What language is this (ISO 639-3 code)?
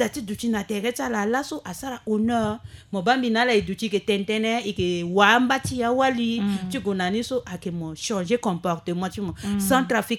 sag